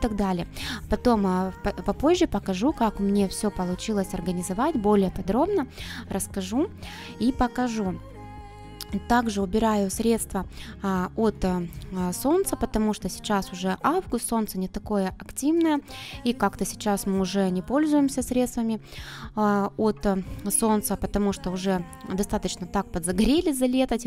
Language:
Russian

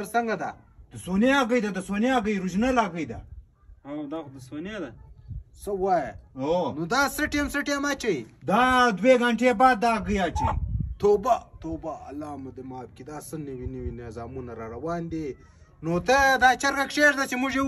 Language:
Pashto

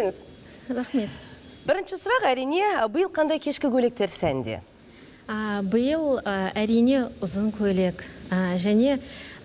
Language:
Kazakh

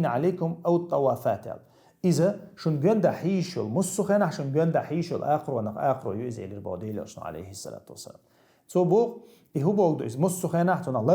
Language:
Chechen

